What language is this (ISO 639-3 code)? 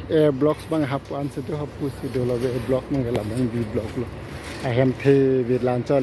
mjw